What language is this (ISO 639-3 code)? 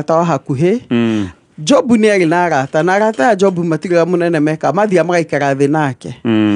kik